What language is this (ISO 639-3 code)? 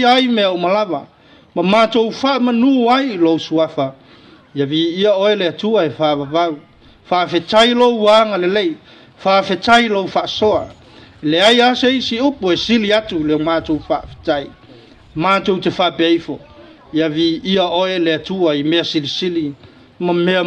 smo